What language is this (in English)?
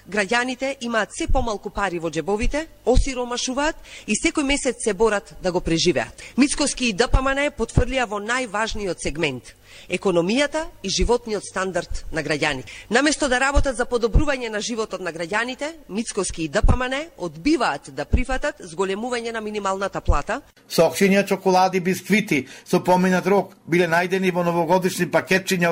Macedonian